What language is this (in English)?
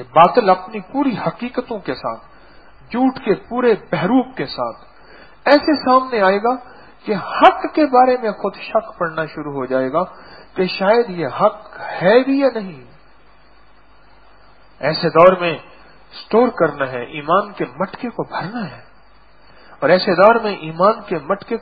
Urdu